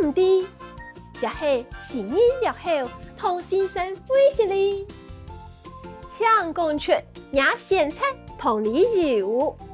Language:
Hakka Chinese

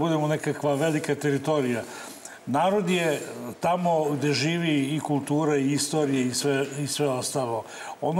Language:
Serbian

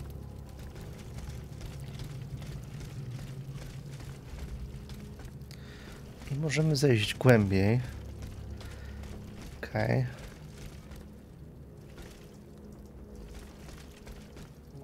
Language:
Polish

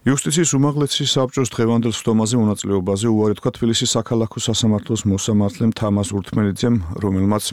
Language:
Georgian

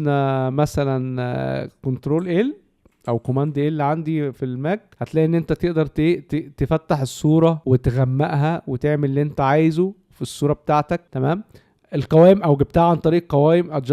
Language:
Egyptian Arabic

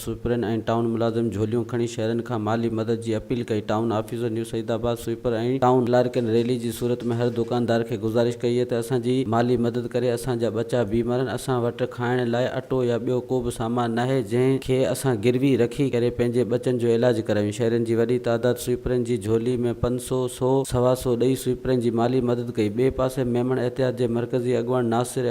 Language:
Sindhi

